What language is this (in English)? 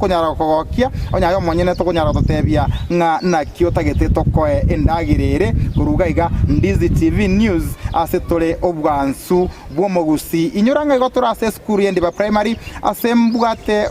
Gusii